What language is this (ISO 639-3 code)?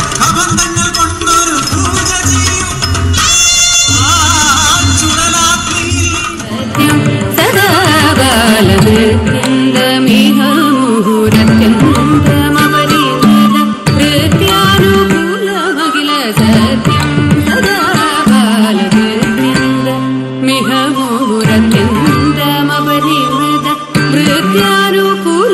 mal